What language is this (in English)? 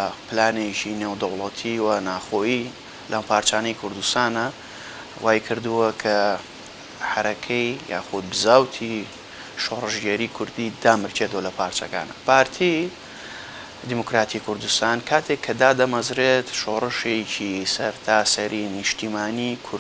Central Kurdish